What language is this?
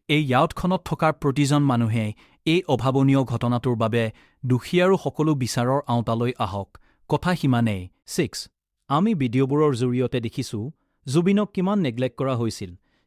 Assamese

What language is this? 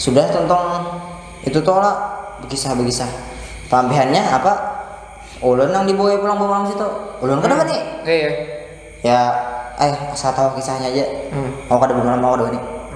Banjar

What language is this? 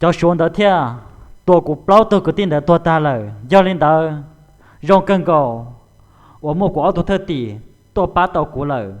Hmong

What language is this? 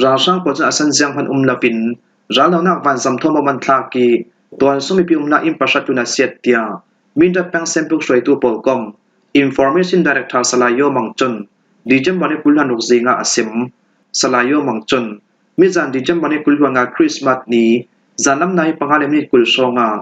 Falam Chin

